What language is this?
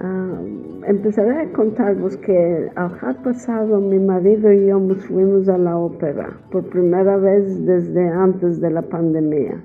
Ladino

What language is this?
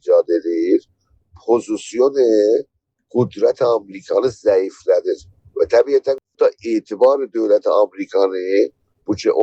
South Azerbaijani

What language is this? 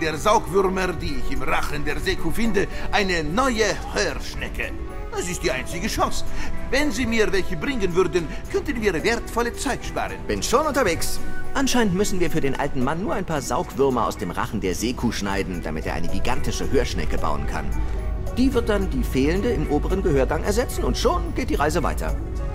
German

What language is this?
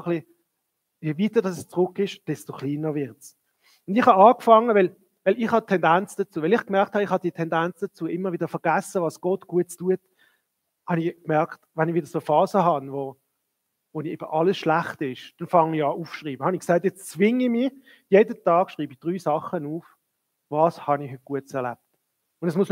Swiss German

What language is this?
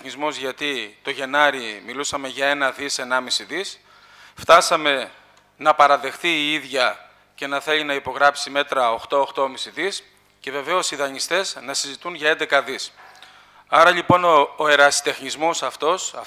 Greek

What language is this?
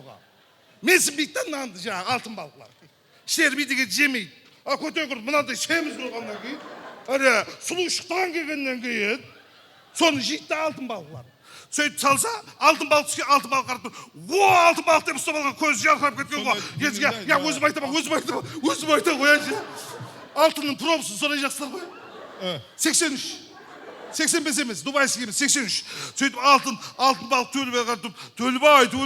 Kara-Kalpak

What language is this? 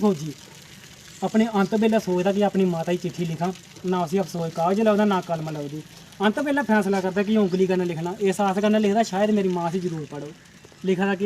Dogri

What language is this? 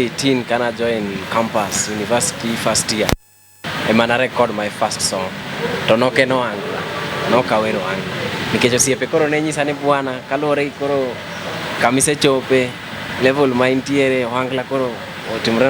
Luo (Kenya and Tanzania)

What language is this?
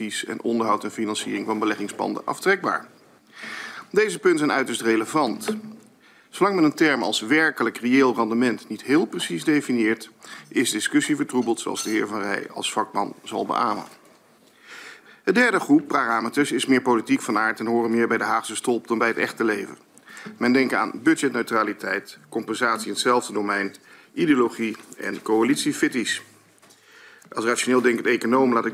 Dutch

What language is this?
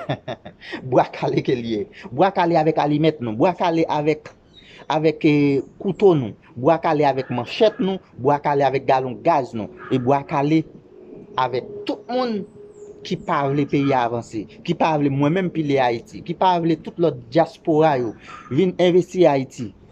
Haitian Creole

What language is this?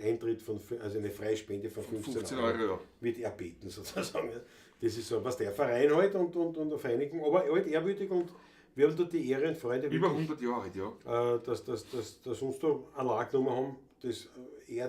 Bavarian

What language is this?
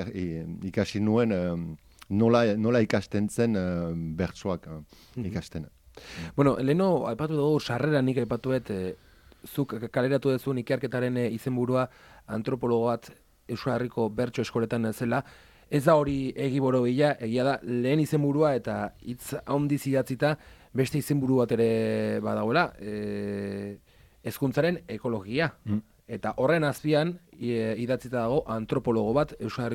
Basque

